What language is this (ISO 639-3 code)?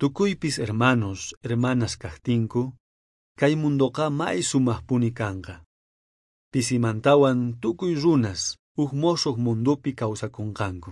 quh